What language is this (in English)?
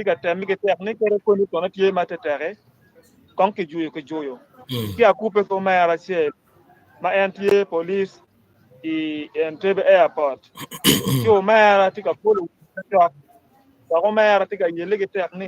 Acoli